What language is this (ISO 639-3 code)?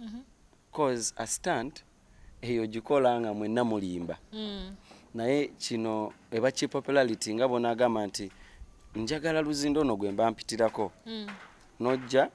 lug